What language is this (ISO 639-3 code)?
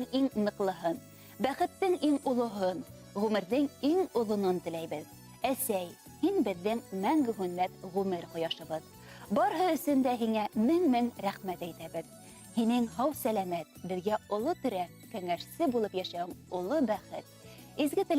bak